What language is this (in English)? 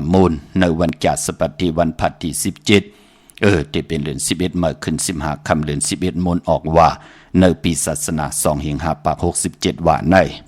Shan